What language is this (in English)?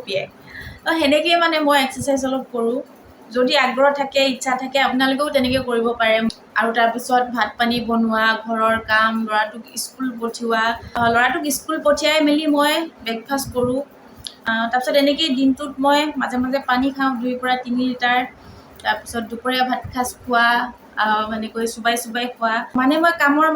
Assamese